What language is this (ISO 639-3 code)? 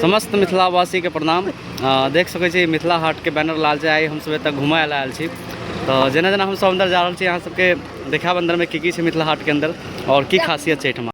mai